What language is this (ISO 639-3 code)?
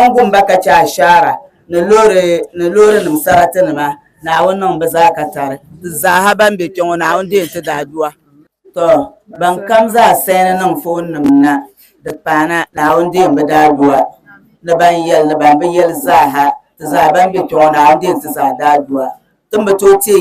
dag